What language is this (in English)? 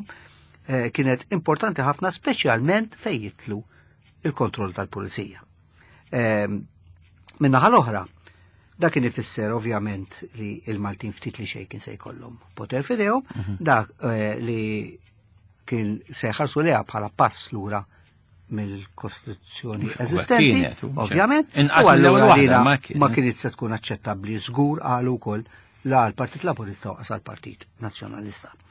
Maltese